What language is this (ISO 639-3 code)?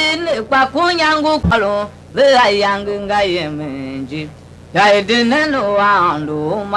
tiv